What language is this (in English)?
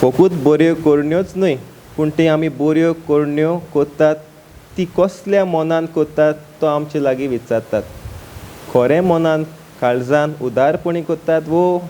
Konkani